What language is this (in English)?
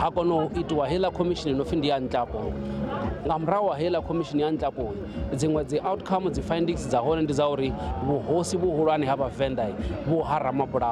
Venda